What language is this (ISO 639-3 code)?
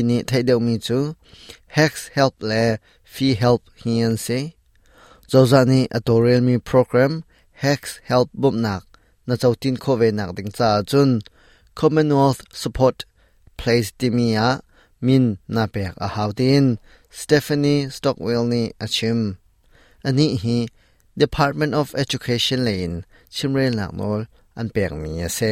cnh